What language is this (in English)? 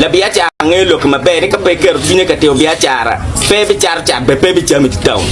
Acoli